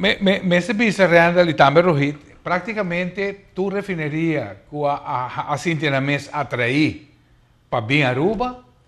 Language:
Papiamento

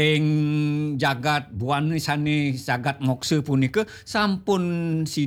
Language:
Balinese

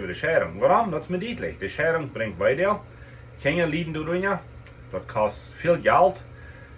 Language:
Plautdietsch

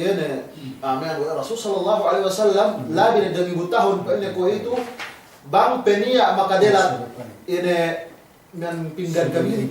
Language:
Yakan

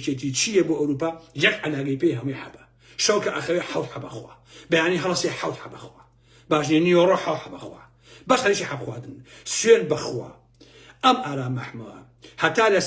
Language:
Central Kurdish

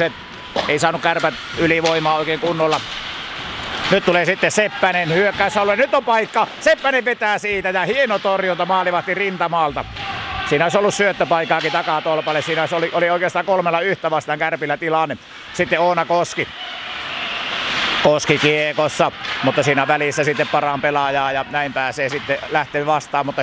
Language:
Finnish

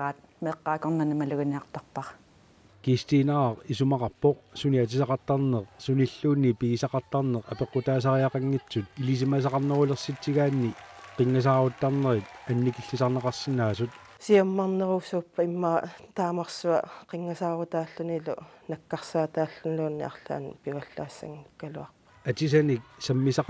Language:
Kalaallisut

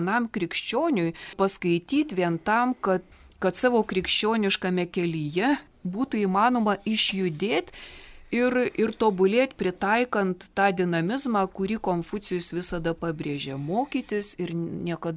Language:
Lithuanian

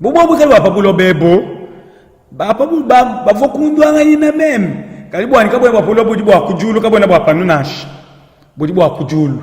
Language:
Luba-Lulua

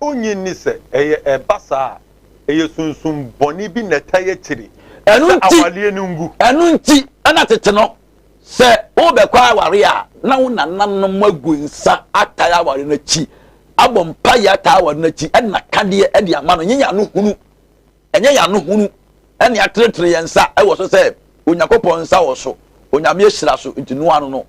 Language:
Akan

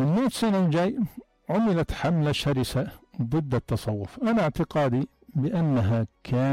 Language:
North Levantine Arabic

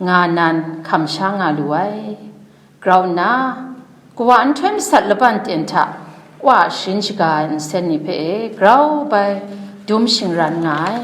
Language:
Kachin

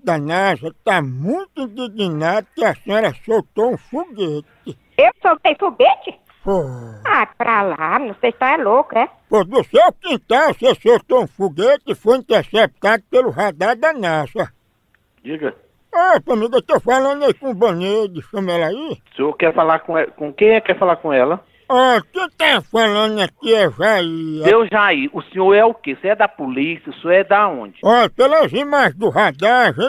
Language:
Portuguese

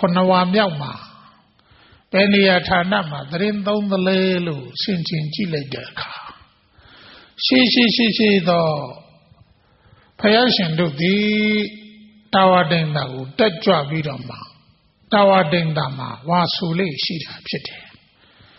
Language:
Burmese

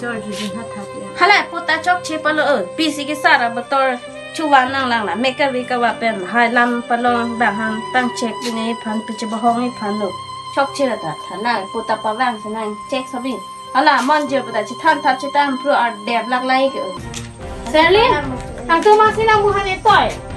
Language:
Karbi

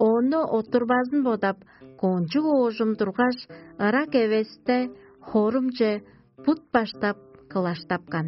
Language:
Tuvinian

